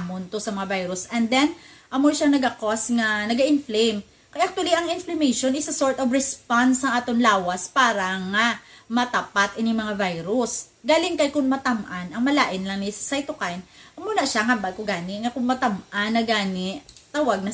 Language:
Hiligaynon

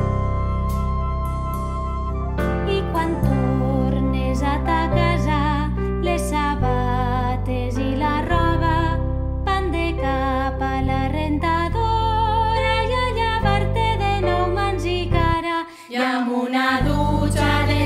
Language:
Catalan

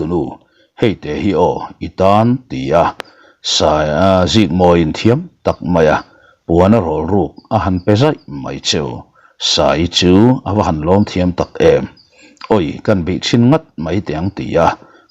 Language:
Mizo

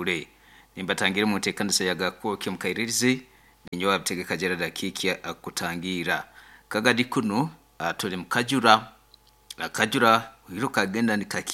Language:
Nyoro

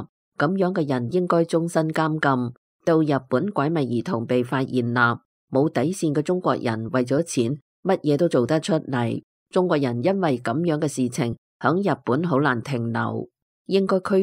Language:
Cantonese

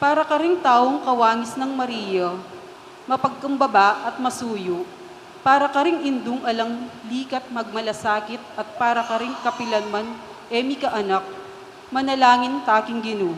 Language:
Pampanga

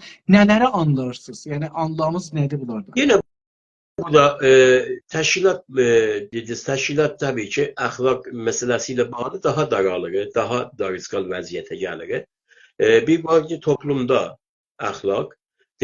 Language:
South Azerbaijani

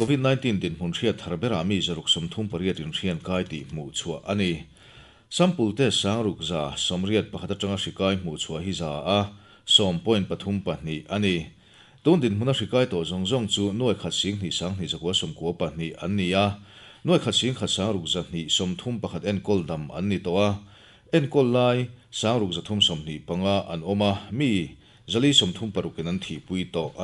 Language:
Mizo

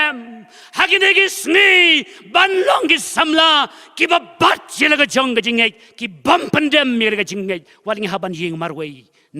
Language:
Khasi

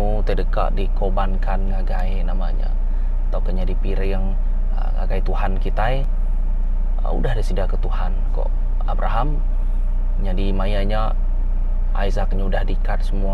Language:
Iban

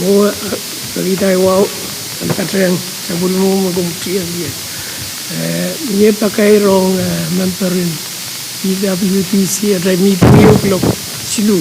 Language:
Pohnpeian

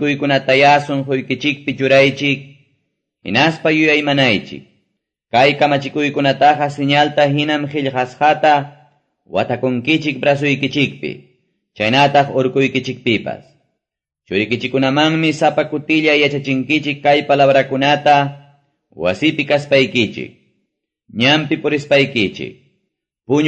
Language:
Quechua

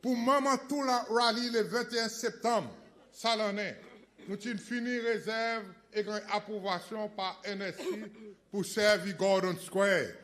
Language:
Seselwa Creole French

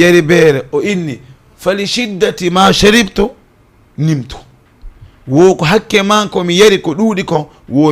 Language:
Fula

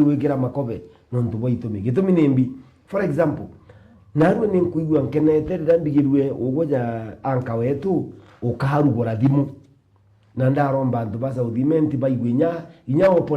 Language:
Meru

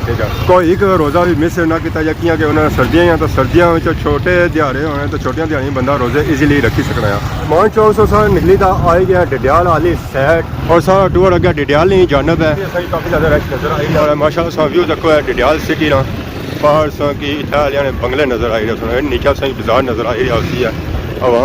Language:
Pahari-Potwari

